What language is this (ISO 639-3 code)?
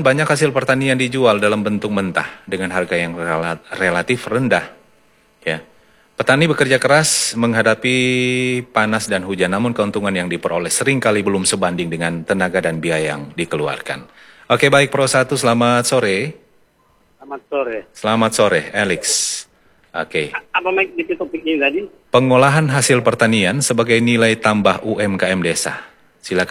ind